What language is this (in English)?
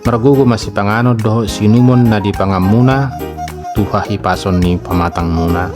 Batak Toba